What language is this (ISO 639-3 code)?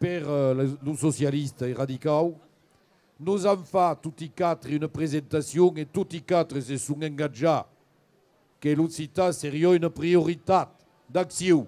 oci